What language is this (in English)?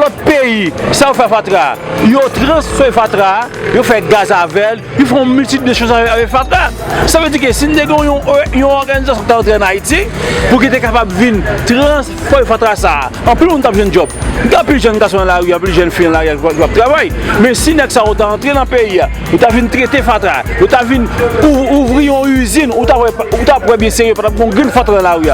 Haitian Creole